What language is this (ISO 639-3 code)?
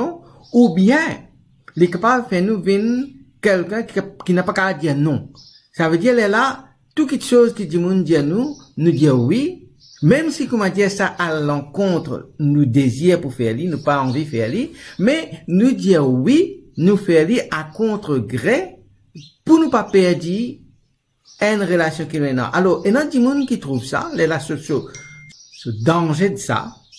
mfe